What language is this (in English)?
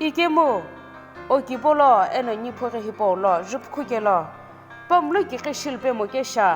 Sumi Naga